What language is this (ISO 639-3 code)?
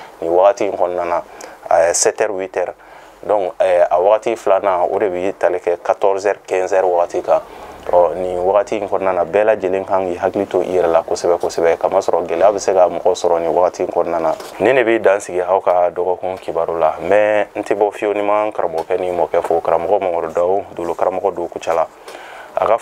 bam